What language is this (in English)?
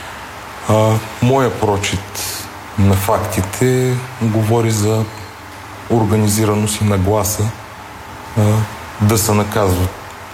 Bulgarian